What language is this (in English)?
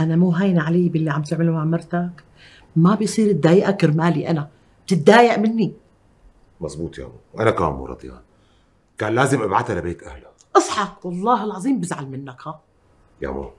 North Levantine Arabic